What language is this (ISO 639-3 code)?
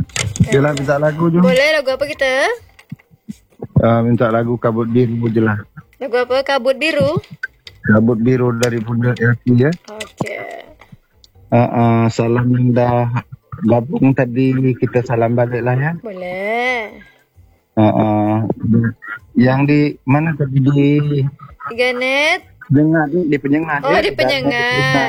msa